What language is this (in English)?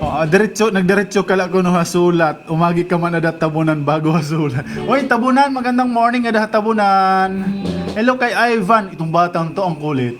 Waray